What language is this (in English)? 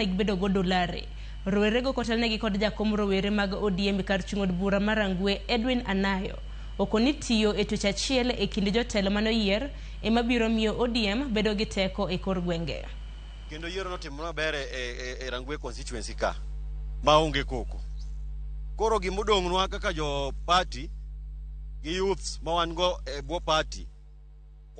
Luo (Kenya and Tanzania)